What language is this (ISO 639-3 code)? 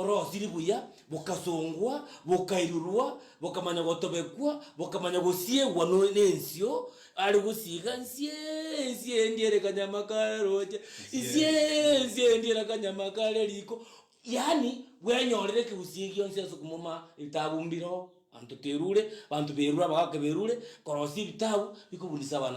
guz